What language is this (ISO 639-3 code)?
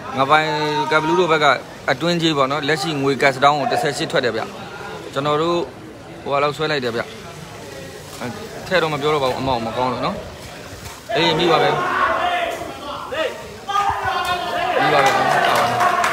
mya